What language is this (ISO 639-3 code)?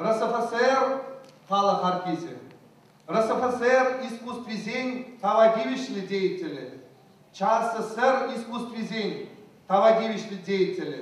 chv